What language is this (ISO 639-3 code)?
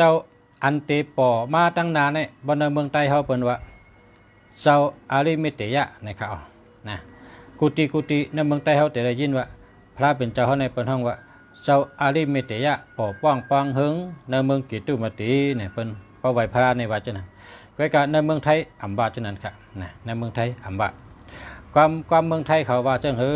shn